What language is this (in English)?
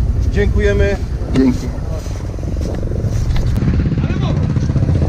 Polish